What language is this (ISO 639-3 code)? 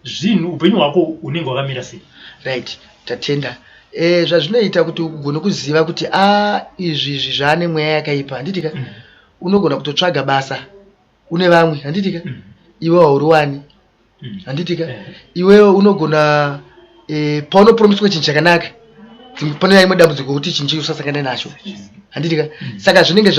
sna